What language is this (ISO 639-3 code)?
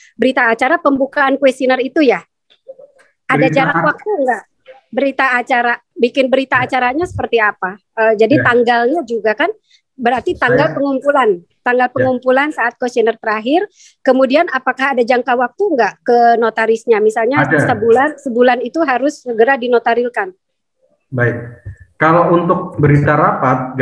ind